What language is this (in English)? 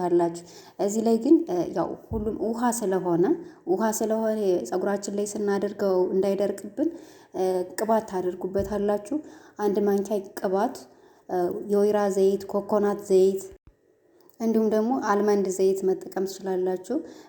Amharic